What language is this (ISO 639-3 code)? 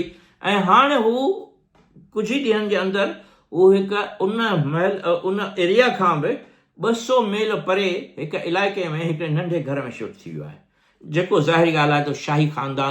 snd